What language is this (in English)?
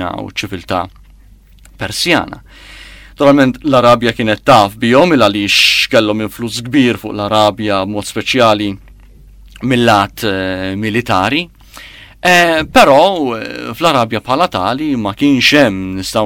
Maltese